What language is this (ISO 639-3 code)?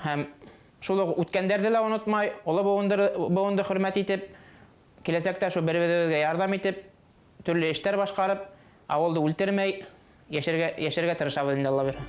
bak